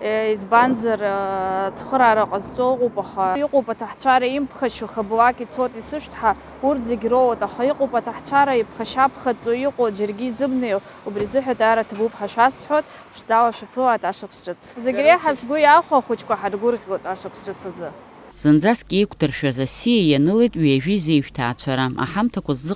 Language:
Abkhazian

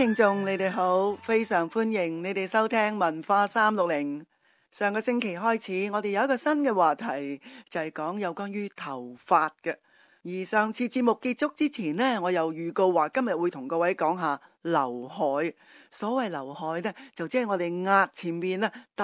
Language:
Cantonese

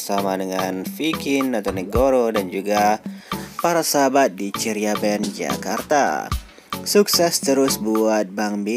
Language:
Indonesian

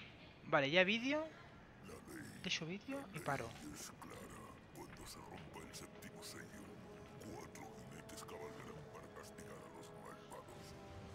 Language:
Catalan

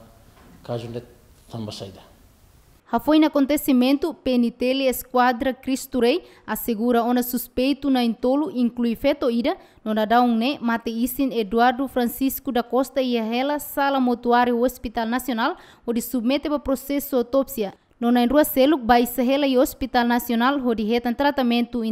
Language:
Tetum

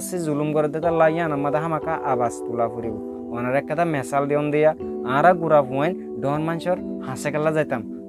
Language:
Rohingya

